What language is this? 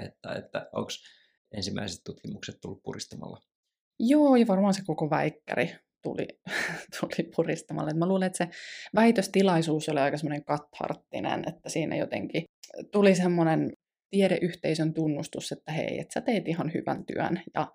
Finnish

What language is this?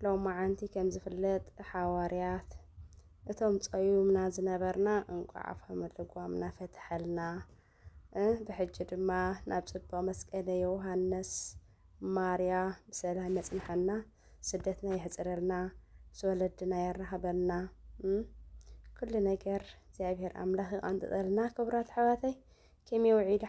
Tigrinya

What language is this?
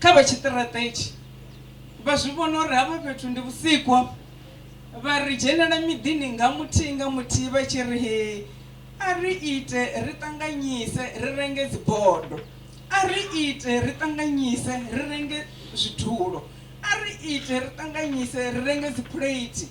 Venda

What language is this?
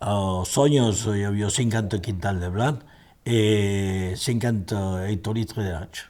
Occitan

